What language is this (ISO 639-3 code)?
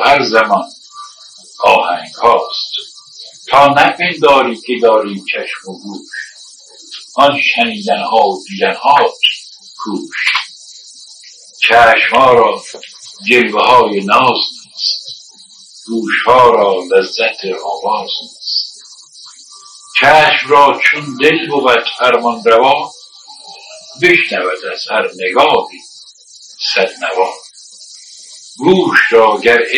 fas